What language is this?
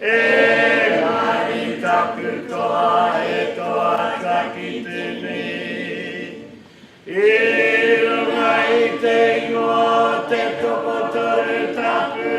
Māori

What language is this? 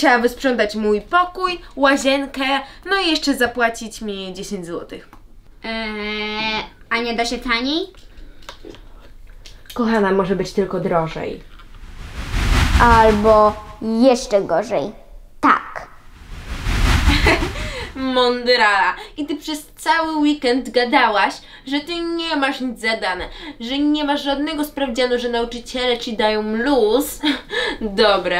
Polish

